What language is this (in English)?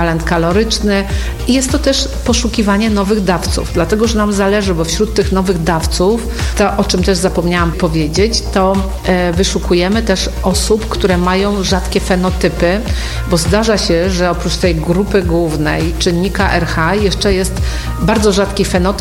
Polish